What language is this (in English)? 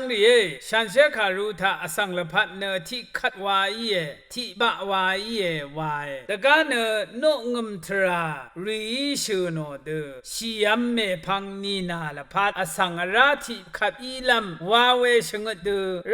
Rawang